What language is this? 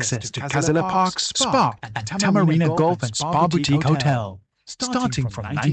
Morisyen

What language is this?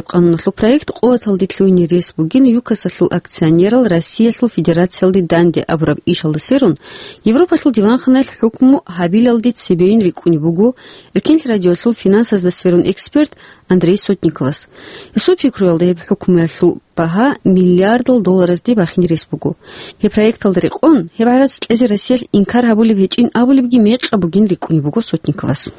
Avaric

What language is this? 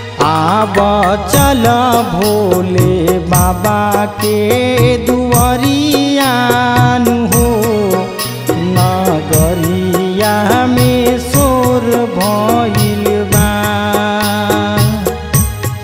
Bhojpuri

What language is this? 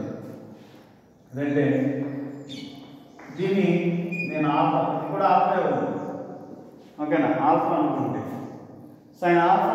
Telugu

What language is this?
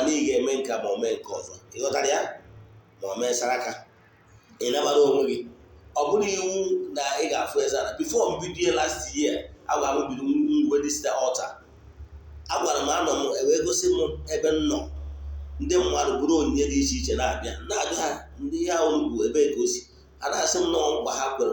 Igbo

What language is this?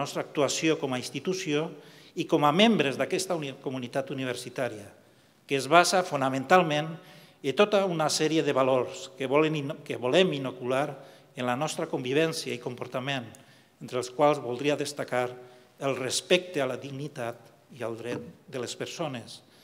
Catalan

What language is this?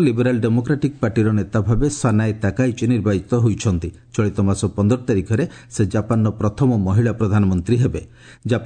Odia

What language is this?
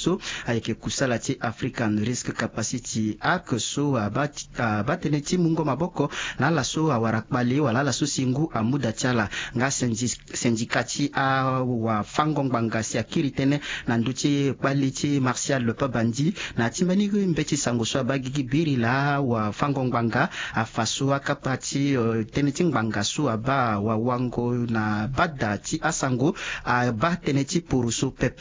Sango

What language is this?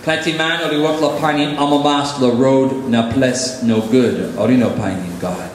Tok Pisin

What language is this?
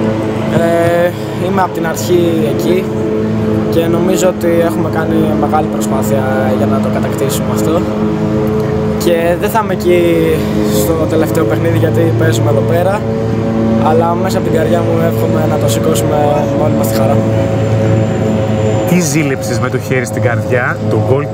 Greek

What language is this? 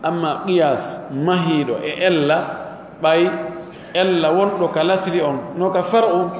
Pular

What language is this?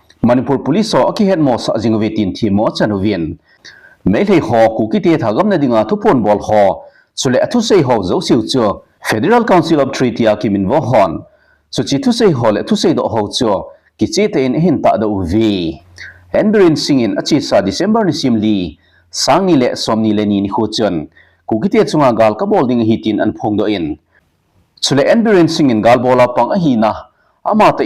Thado Chin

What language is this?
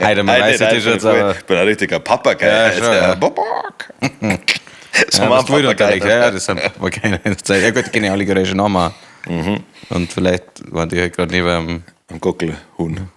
Bavarian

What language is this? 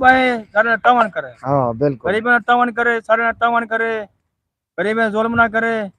Saraiki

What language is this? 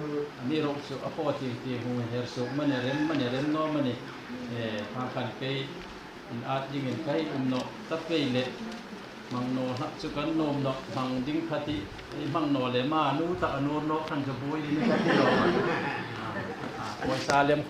Hmar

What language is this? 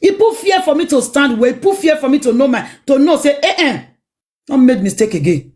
Nigerian Pidgin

